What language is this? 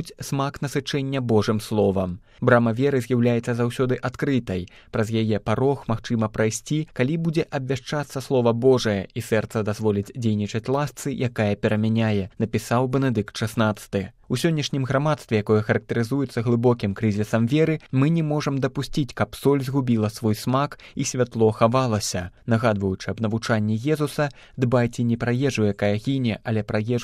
Belarusian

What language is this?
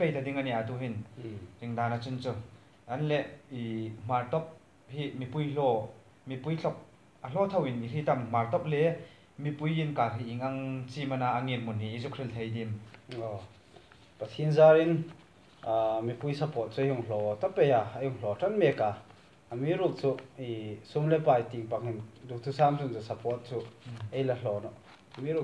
Hmar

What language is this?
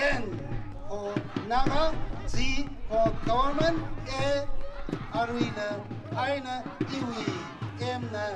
Tangkhul Naga (India)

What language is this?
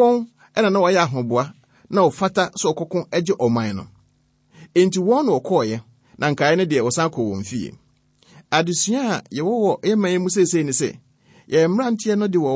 Akan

